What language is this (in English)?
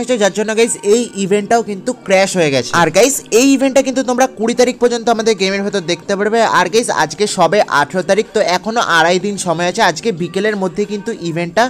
Bangla